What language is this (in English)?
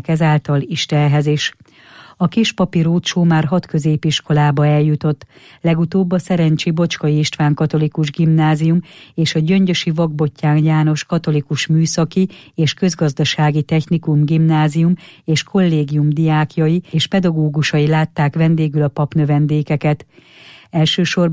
Hungarian